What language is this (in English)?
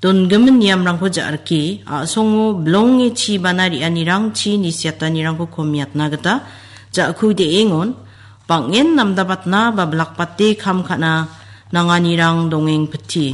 Garo